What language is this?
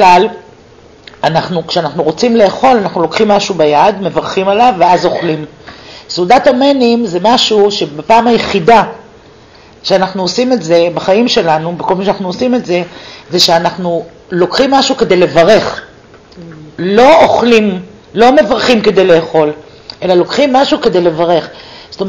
Hebrew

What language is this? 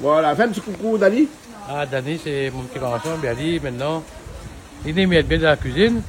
Réunion Creole French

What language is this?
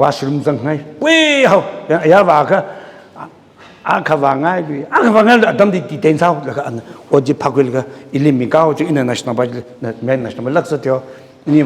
Tangkhul Naga (India)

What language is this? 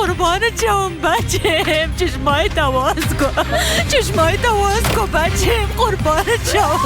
Persian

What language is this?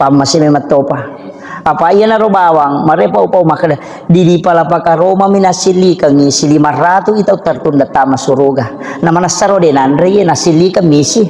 Buginese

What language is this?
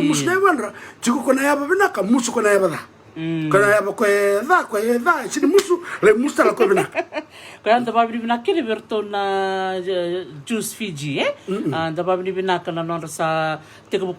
Fijian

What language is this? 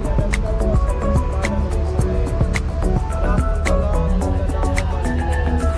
Waray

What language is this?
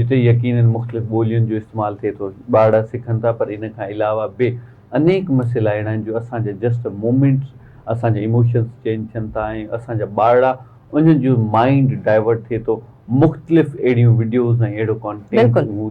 Sindhi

